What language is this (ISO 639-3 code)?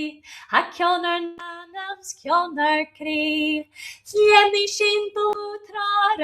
gla